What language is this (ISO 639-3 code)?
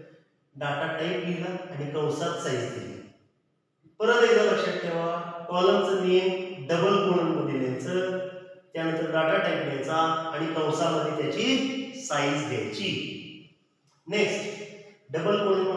mar